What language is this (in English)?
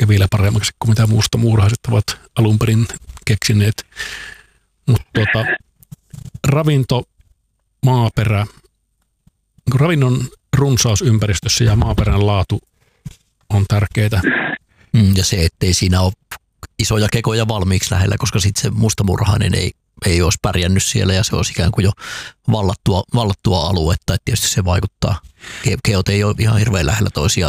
Finnish